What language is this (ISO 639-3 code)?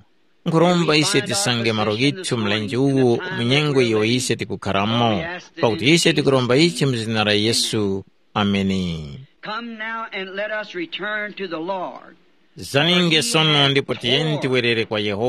tum